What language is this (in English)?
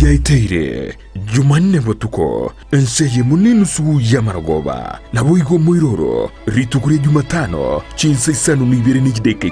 Gusii